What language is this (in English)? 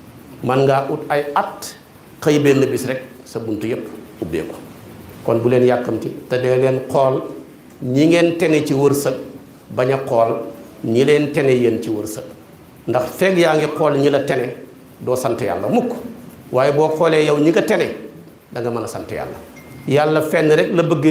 Wolof